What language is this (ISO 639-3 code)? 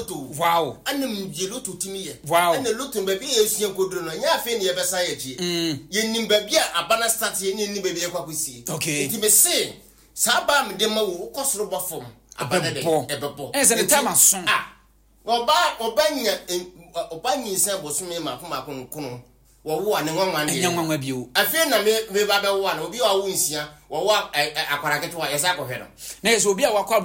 aka